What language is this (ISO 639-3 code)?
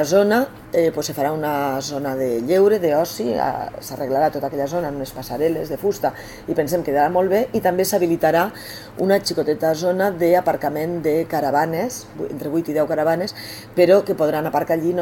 cat